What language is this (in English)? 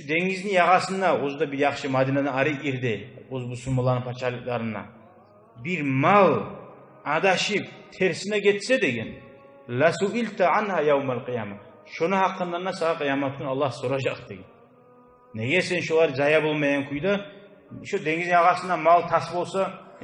Kumyk